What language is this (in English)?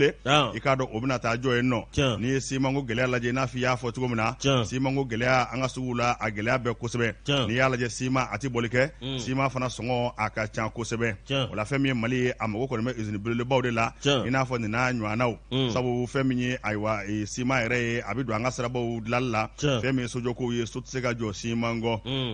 Bambara